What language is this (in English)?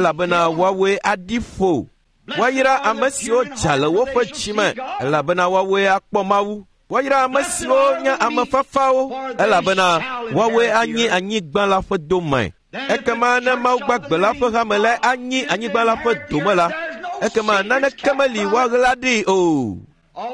Ewe